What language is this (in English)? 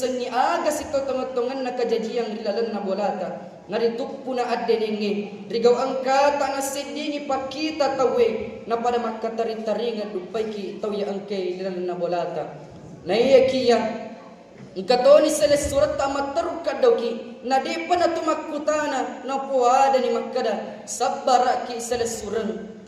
Buginese